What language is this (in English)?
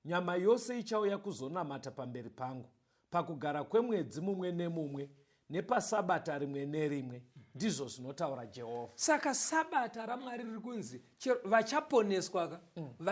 Shona